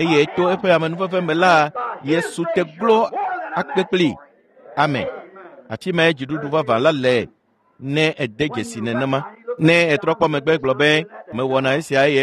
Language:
Ewe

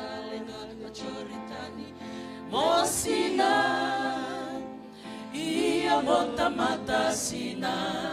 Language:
Fijian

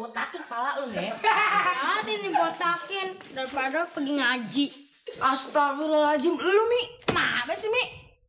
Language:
Betawi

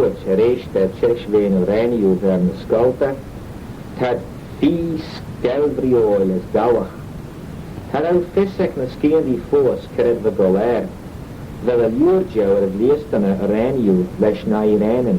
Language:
Manx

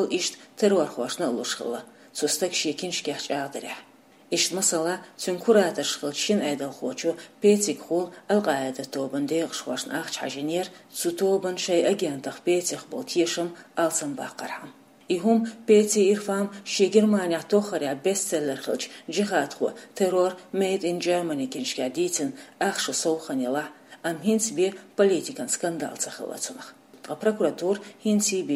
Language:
Chechen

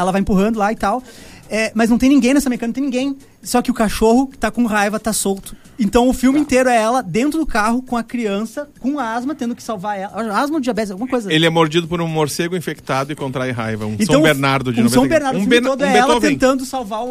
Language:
Portuguese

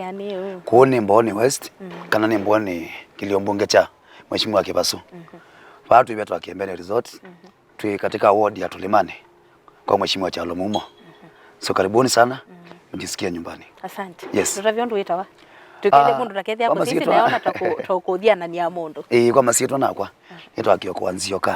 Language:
Kamba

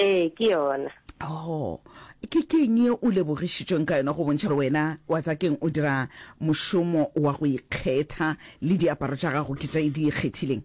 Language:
Northern Sotho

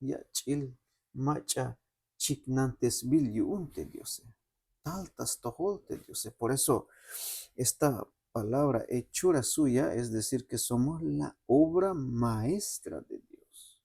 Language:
Tzeltal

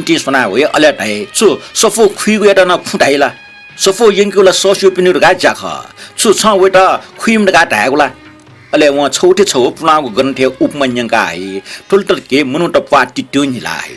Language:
Newari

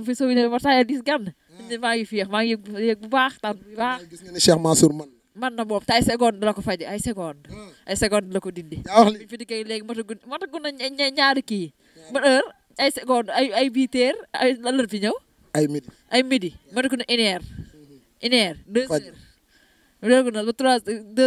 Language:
Wolof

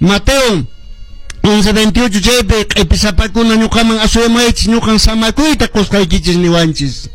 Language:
Quechua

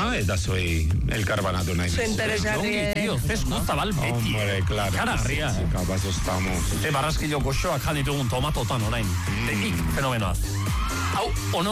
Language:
Basque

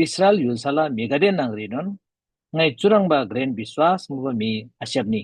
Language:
Eastern Tamang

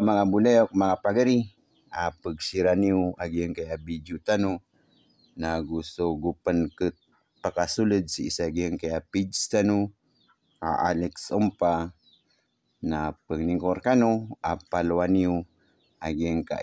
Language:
Maranao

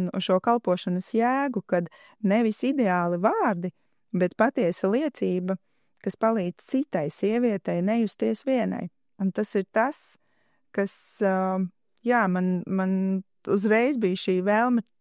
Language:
Latvian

